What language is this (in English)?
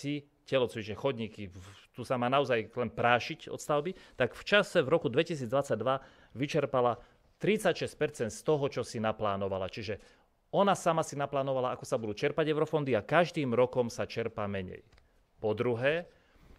Slovak